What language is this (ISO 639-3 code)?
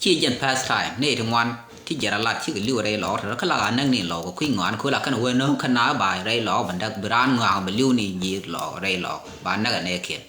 nus